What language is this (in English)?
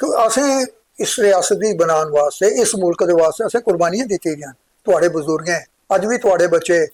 Dogri